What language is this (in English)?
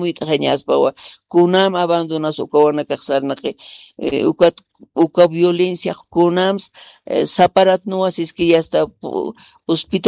Aymara